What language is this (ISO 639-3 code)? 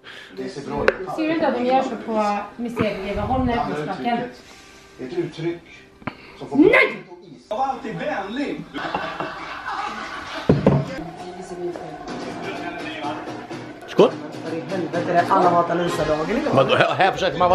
swe